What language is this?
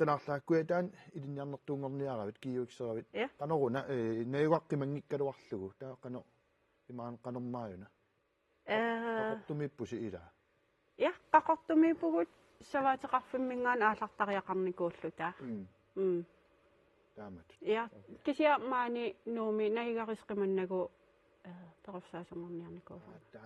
Kalaallisut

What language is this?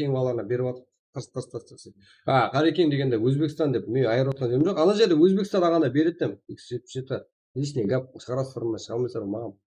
Kara-Kalpak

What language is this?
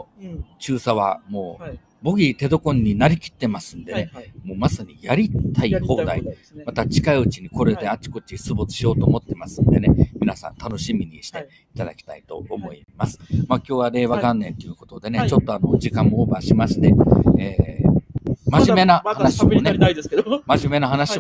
Japanese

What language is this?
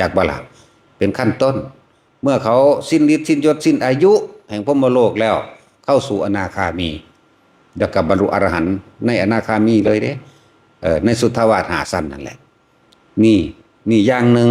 Northeastern Thai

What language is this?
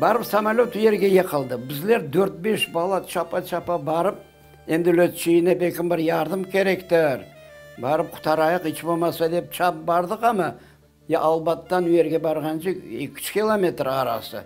Crimean Tatar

